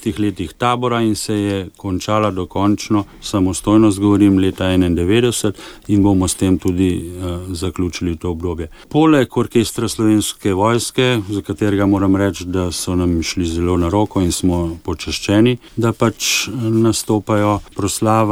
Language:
Slovenian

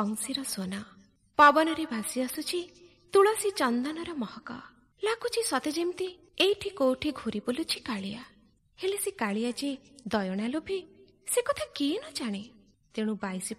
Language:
Odia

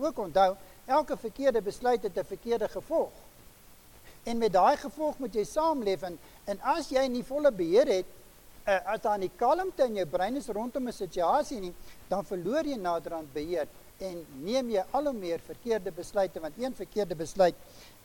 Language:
Afrikaans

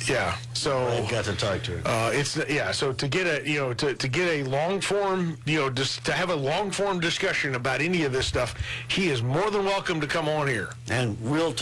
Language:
English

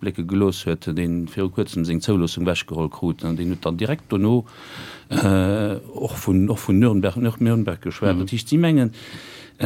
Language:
Luxembourgish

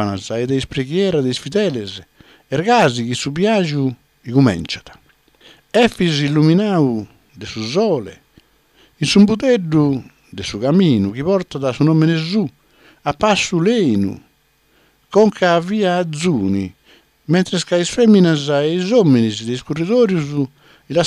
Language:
Sardinian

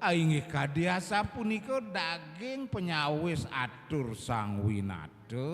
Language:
Balinese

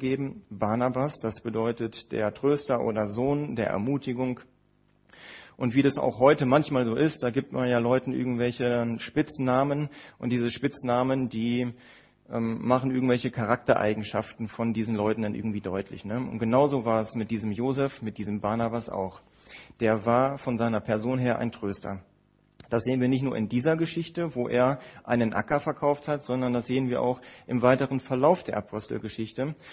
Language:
German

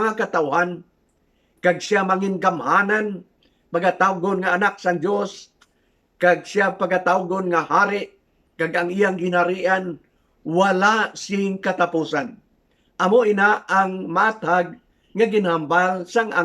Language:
Hiligaynon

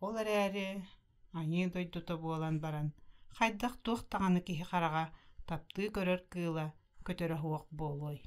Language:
Yakut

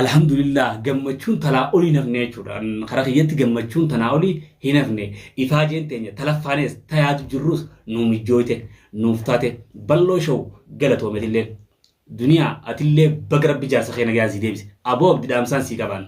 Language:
Oromo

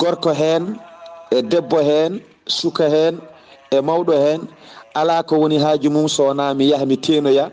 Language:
Fula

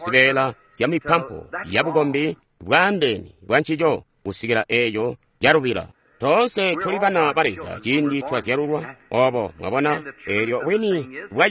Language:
Tonga (Zambia)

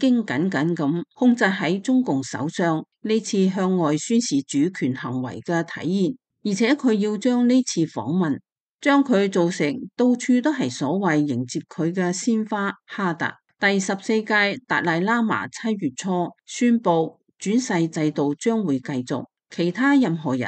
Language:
Cantonese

